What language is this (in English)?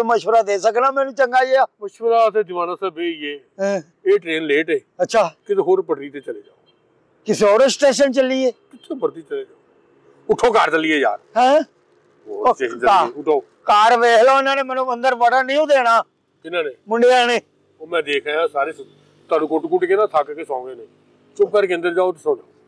Punjabi